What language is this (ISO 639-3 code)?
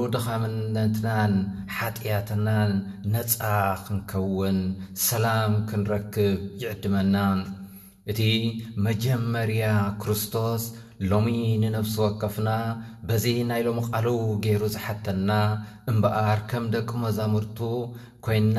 tir